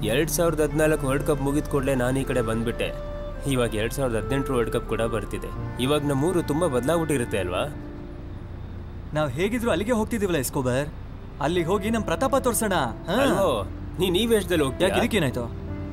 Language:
Kannada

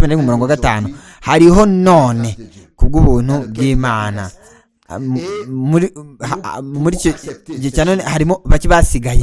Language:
Kinyarwanda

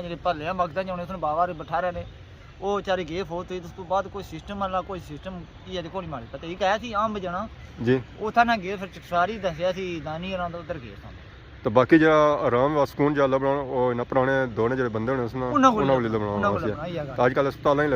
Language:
Pahari-Potwari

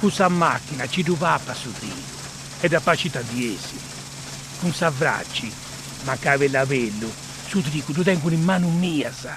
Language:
Sardinian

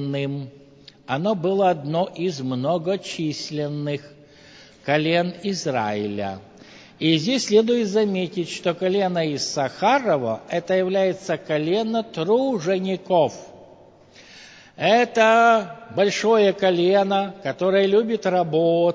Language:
Russian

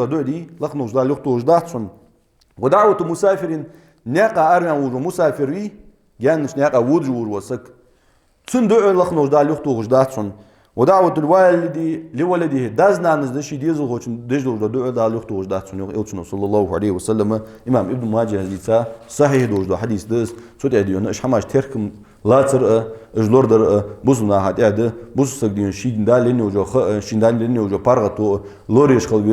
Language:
Ingush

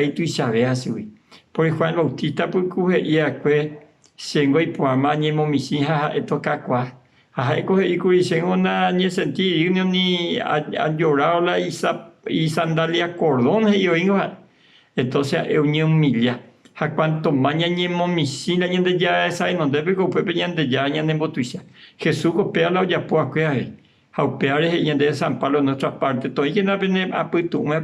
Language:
Guarani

